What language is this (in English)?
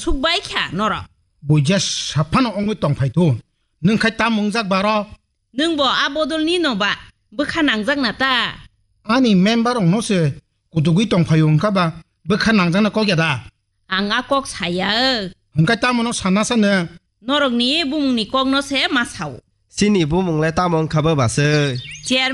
Kok Borok